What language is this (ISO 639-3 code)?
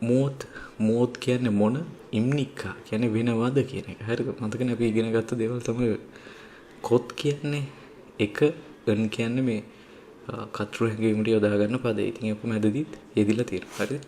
sin